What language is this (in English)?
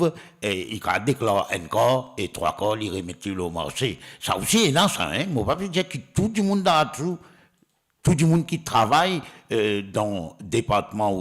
Morisyen